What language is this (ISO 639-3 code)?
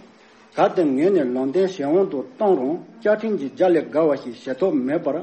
bod